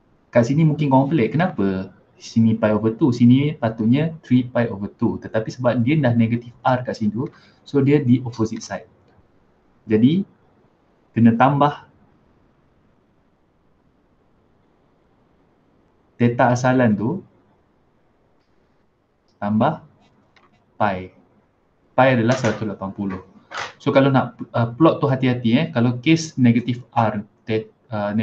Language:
Malay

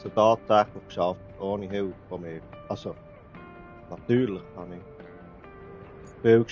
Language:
Swiss German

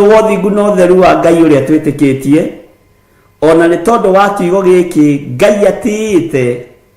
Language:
Kikuyu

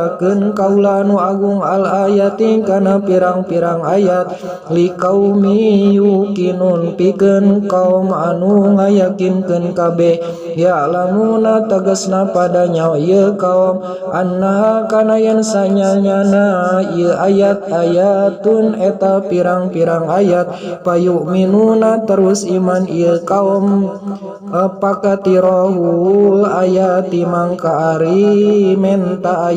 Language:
Sundanese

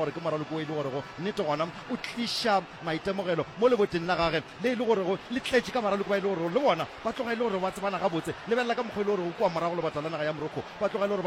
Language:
Northern Sotho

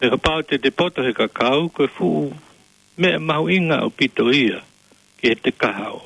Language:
Tongan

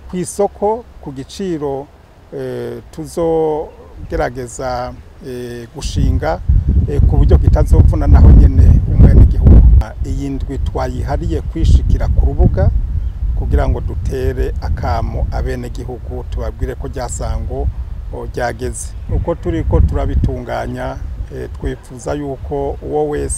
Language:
Rundi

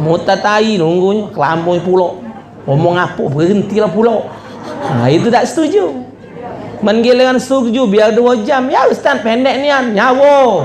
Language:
Musi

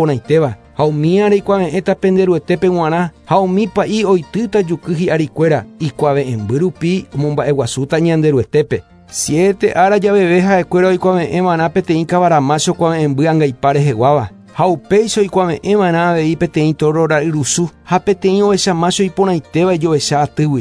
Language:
Guarani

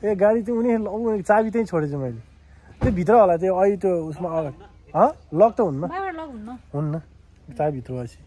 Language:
Nepali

